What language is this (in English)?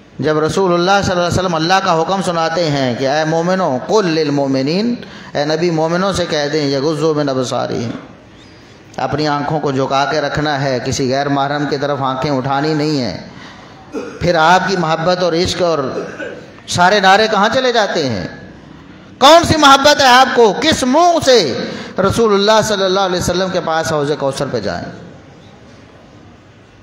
Urdu